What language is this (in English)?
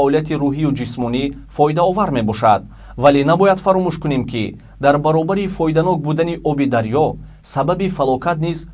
Tajik